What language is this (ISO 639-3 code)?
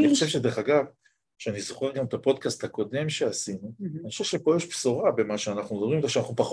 heb